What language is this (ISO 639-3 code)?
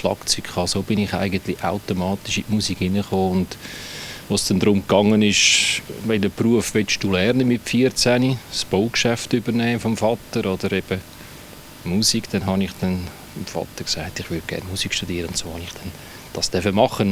gsw